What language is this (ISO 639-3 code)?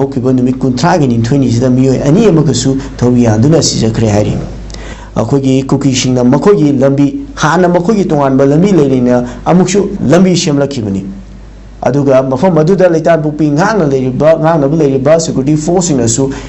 mni